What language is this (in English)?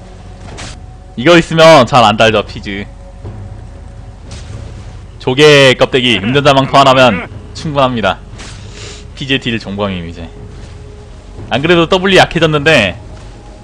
Korean